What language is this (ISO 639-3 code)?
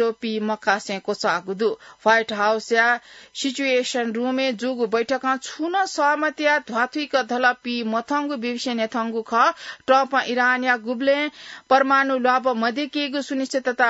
new